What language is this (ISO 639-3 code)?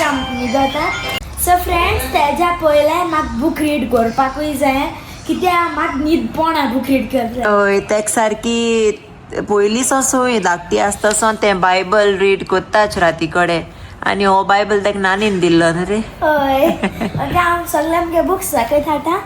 kok